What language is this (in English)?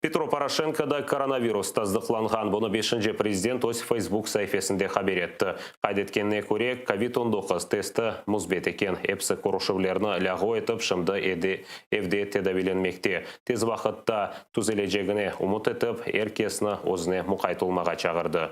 Crimean Tatar